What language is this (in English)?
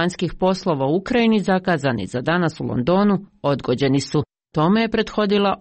Croatian